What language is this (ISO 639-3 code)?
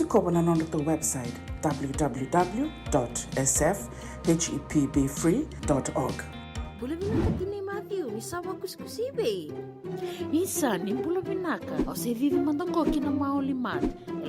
fij